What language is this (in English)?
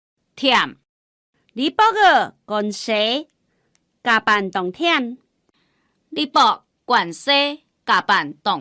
Hakka Chinese